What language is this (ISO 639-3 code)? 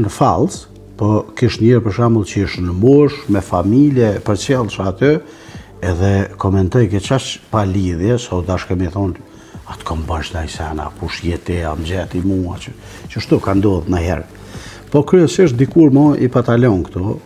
sqi